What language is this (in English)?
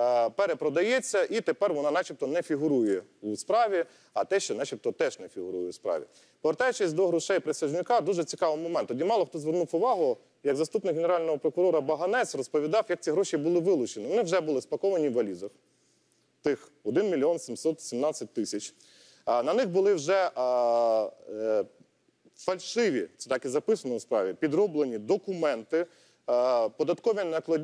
Ukrainian